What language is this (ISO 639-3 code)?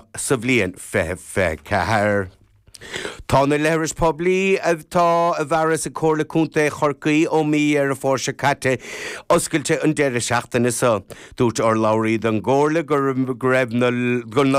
gle